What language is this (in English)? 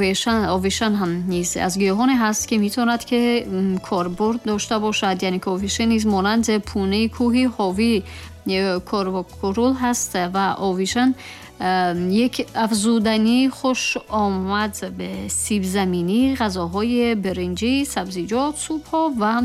Tajik